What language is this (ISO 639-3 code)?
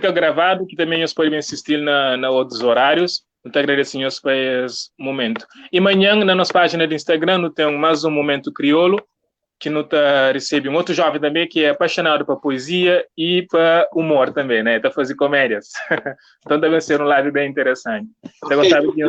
kea